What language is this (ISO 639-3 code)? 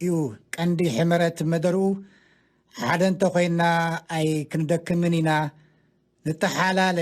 tir